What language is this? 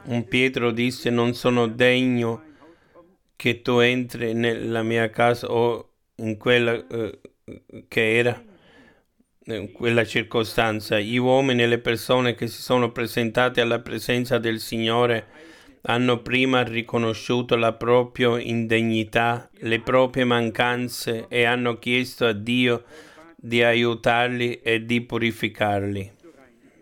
Italian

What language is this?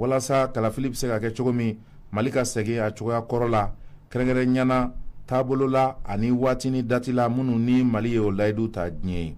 Bambara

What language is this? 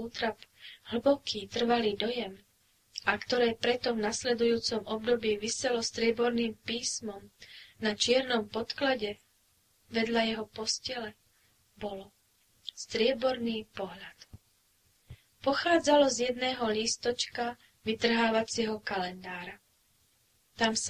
Slovak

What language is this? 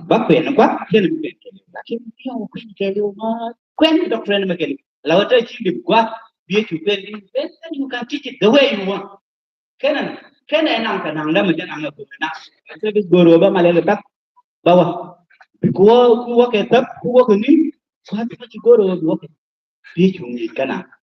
Nuer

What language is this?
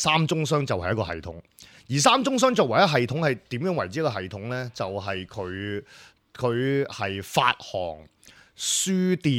Cantonese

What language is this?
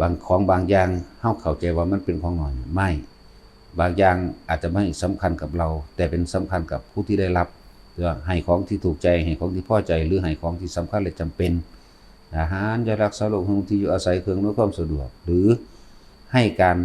Northeastern Thai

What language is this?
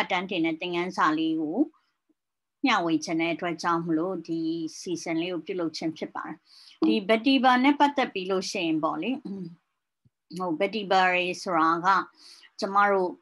Burmese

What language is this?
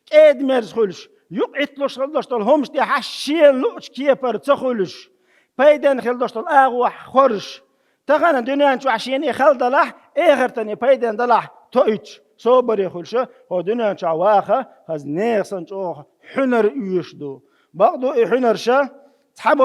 Chechen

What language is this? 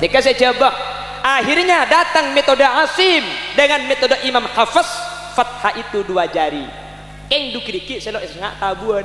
Madurese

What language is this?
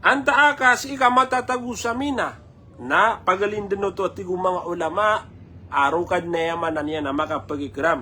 Maranao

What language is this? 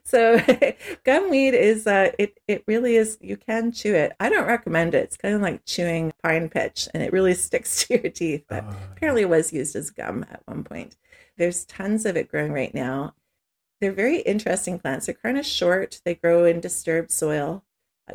English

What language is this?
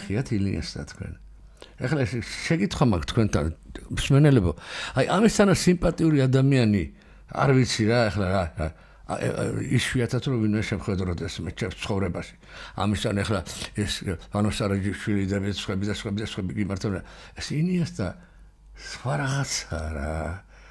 Georgian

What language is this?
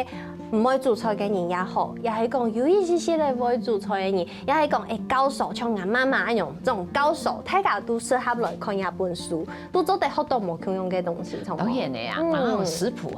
Hakka Chinese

